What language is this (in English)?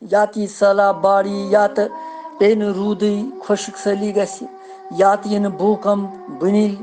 Kashmiri